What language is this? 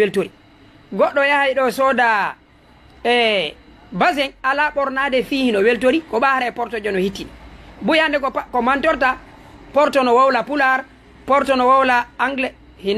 Fula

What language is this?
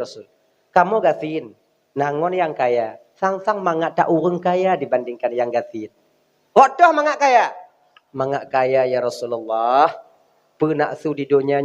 Achinese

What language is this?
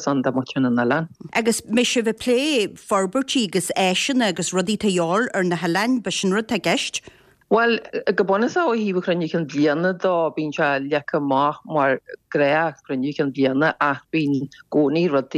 Irish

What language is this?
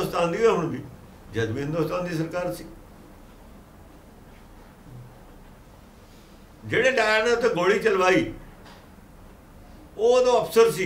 Punjabi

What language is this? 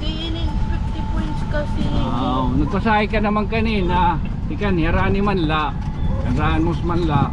Waray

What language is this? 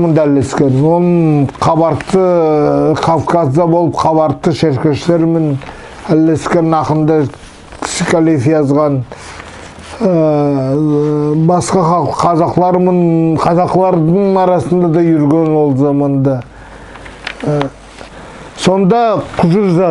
Nogai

